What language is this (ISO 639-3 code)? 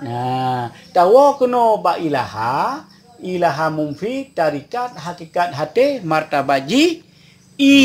ace